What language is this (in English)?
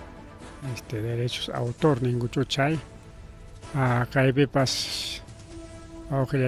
Ayacucho Quechua